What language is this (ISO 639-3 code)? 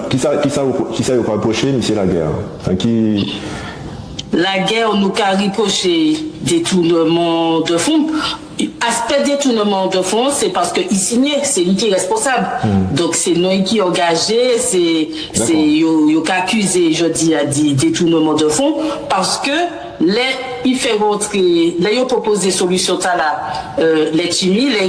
gcf